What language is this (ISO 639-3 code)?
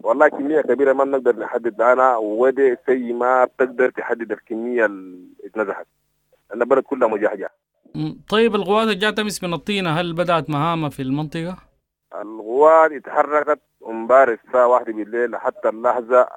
apd